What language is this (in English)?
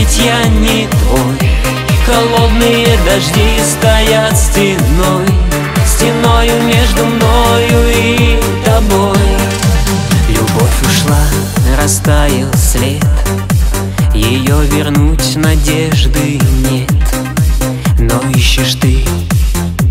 Russian